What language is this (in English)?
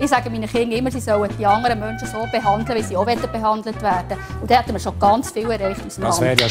Swiss German